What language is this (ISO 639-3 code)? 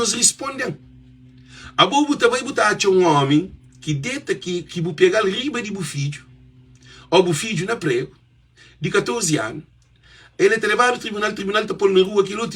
kea